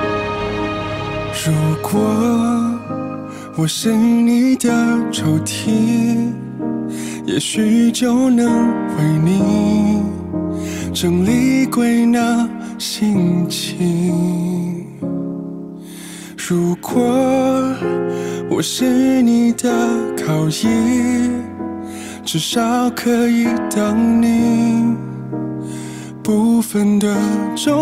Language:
Chinese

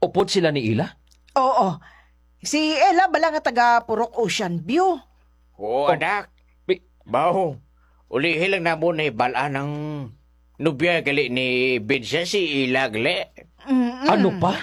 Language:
Hiligaynon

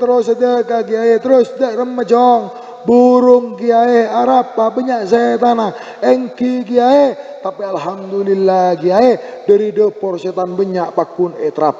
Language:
Madurese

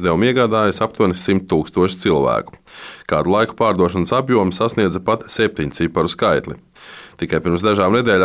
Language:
Latvian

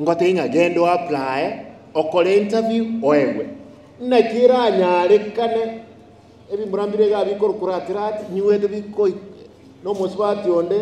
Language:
Gusii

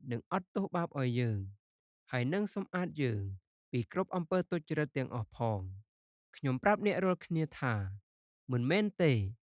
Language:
Khmer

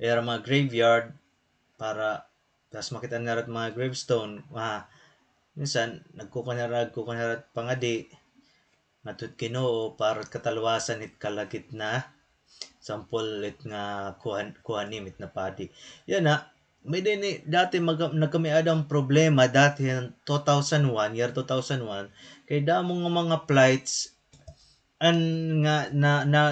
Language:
Waray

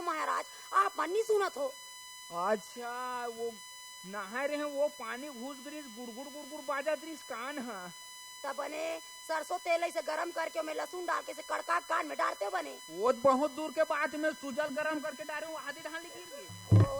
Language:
Chhattisgarhi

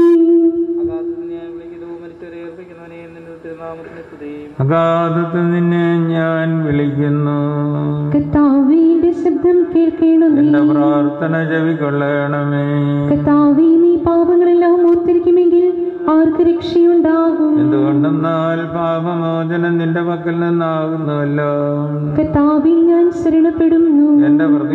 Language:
Malayalam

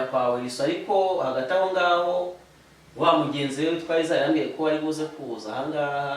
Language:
Kinyarwanda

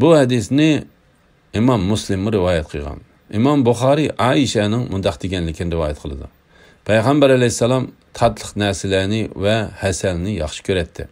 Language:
Uyghur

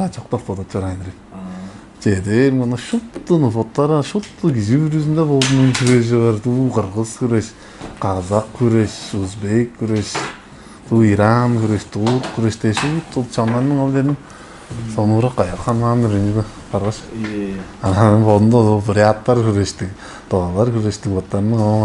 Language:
Tuvinian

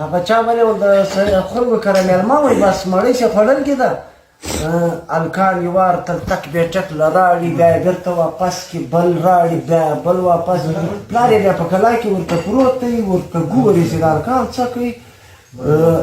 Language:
Pashto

